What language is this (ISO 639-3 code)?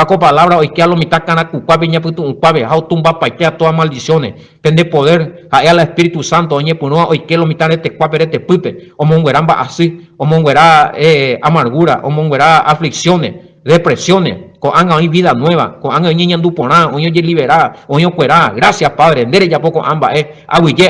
grn